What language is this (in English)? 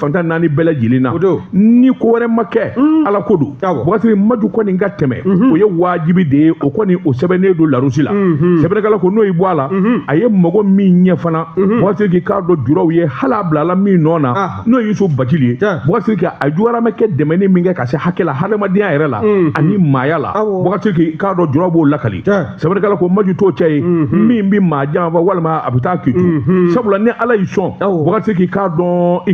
Bambara